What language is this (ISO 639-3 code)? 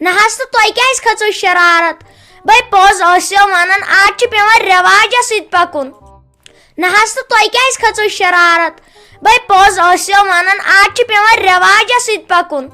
kas